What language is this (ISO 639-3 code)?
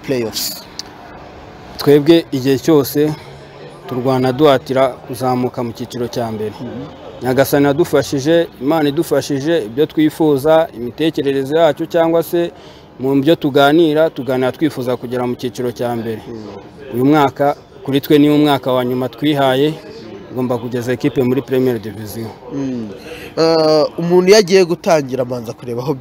kin